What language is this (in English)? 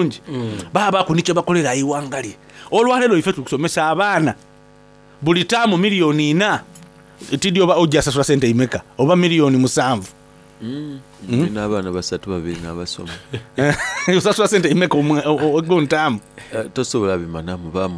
Soga